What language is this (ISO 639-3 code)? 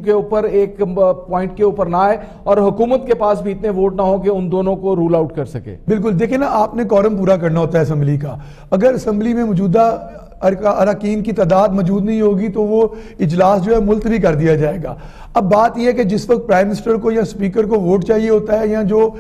urd